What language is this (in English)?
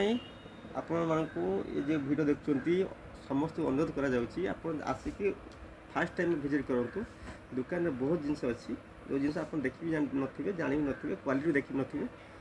Odia